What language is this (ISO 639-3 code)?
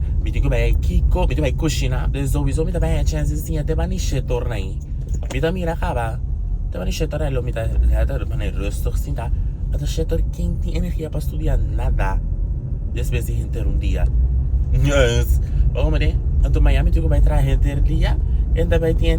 pap